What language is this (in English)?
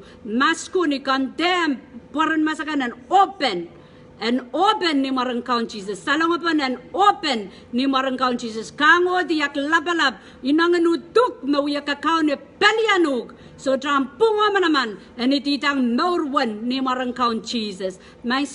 Pohnpeian